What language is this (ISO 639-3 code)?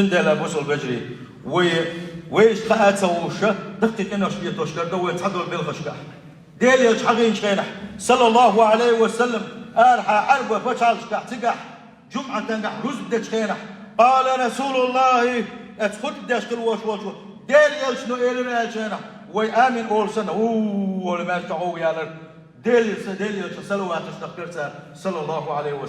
che